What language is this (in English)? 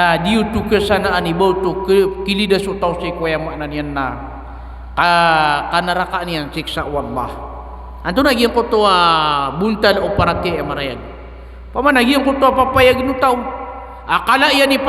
Maranao